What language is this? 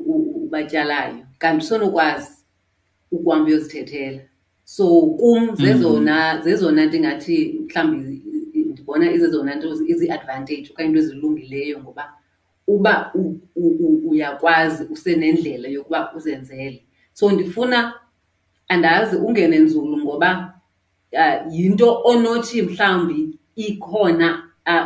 Xhosa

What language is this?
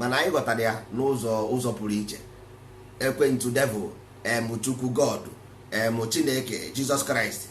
Igbo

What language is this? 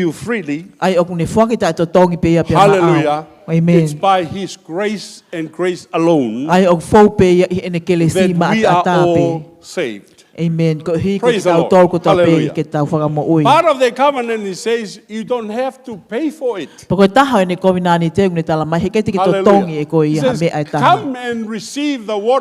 Tongan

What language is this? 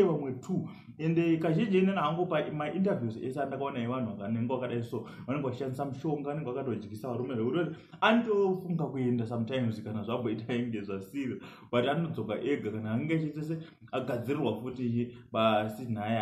Shona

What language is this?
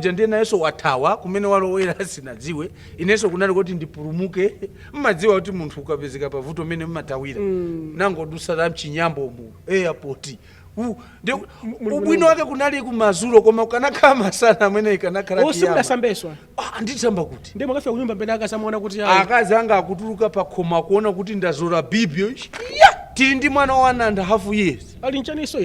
Nyanja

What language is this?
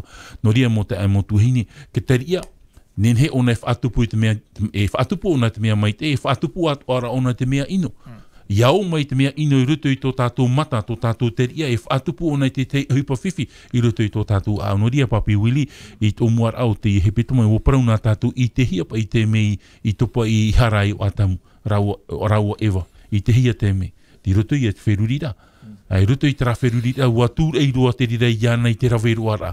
Tahitian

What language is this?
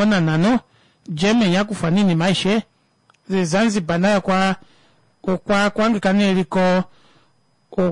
Swahili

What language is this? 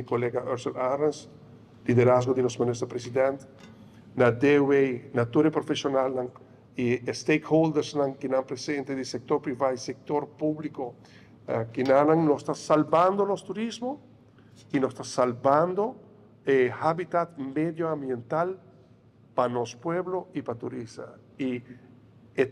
Papiamento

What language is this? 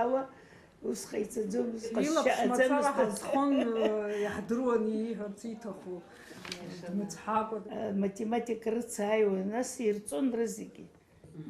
Abkhazian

